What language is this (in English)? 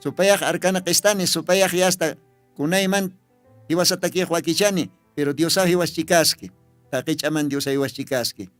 Aymara